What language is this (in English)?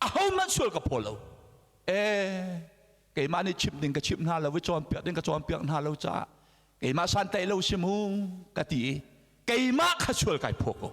Hakha Chin